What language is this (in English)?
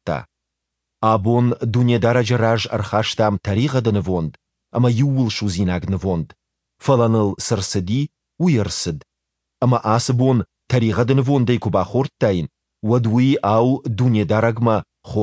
Ossetic